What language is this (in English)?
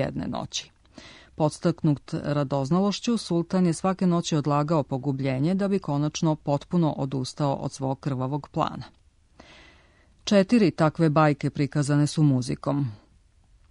Serbian